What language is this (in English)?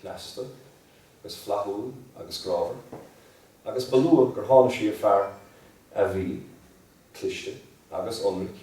Irish